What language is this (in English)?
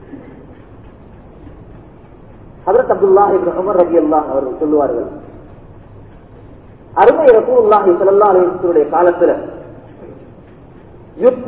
Tamil